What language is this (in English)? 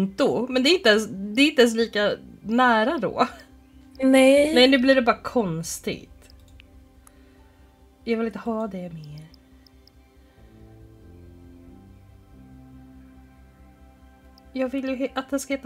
Swedish